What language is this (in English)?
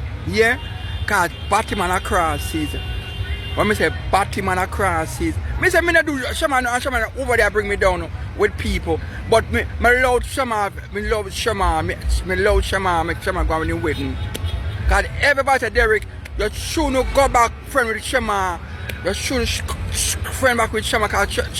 Jamaican Creole English